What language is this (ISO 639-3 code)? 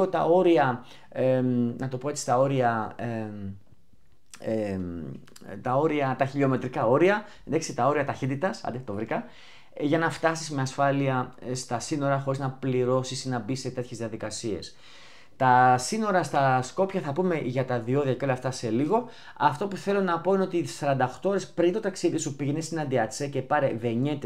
ell